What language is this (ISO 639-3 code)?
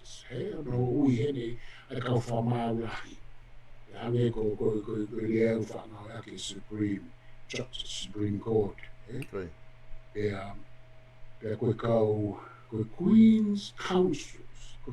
ton